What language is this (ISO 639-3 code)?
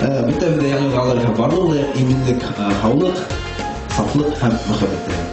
bak